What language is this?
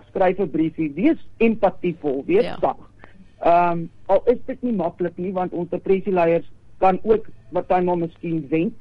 Afrikaans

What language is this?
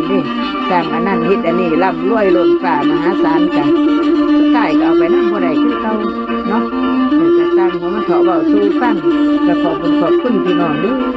Northeastern Thai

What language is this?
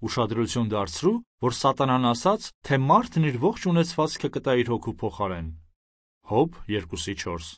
Armenian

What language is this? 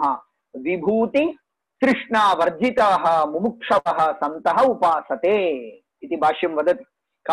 Sanskrit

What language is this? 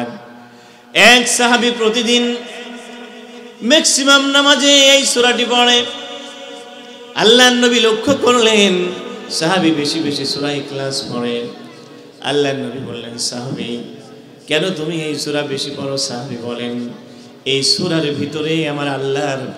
Bangla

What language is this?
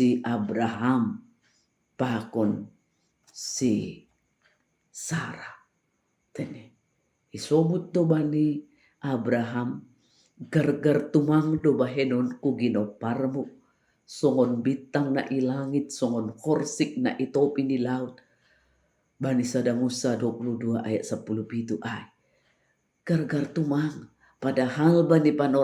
Batak Simalungun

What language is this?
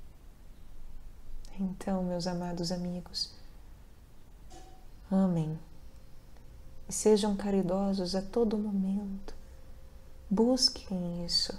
Portuguese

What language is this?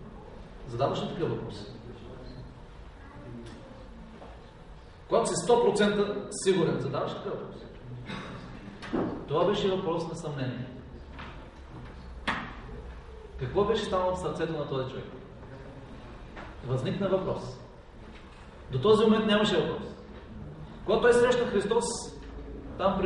Bulgarian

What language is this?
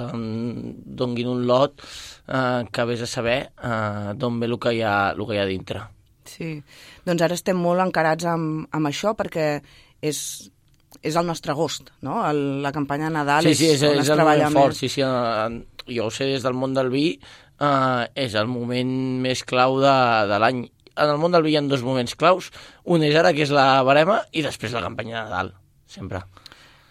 Catalan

